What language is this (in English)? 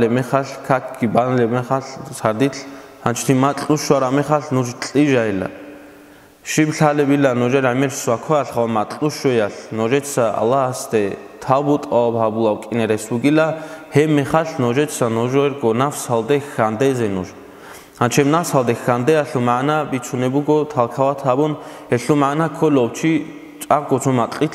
Avaric